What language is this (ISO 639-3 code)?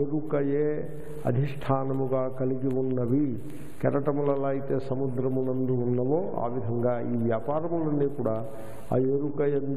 tel